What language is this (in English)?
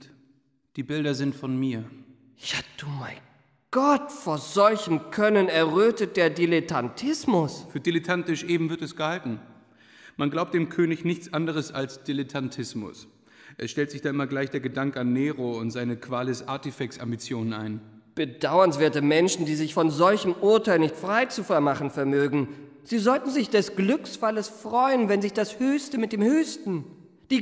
German